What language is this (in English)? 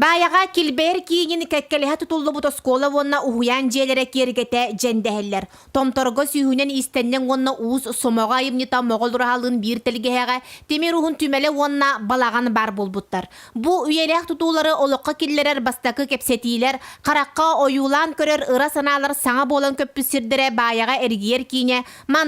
Yakut